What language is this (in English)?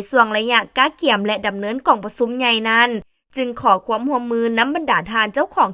Lao